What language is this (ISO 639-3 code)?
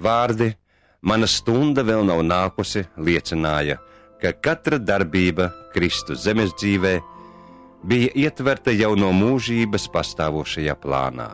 lav